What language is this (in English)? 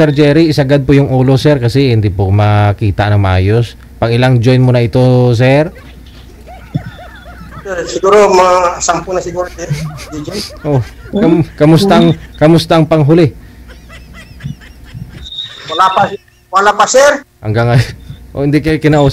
Filipino